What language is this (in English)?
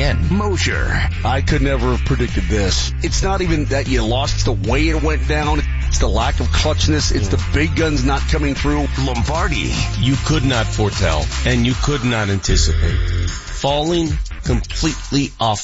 English